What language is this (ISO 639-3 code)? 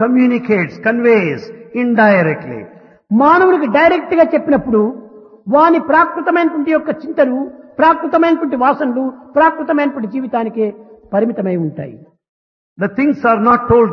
tel